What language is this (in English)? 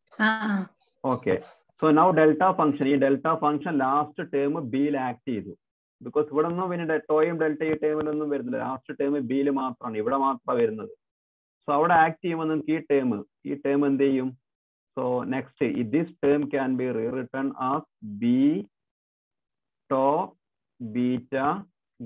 Malayalam